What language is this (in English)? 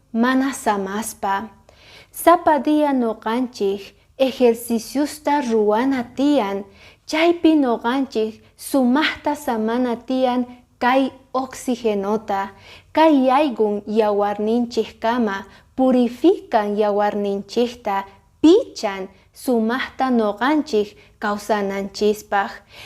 Quechua